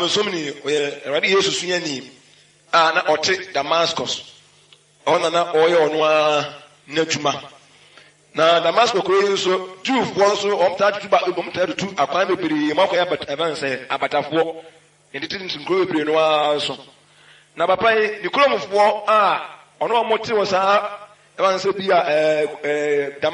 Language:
Akan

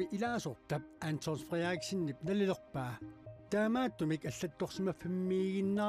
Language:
Kalaallisut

